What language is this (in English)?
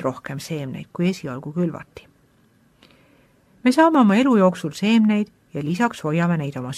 Estonian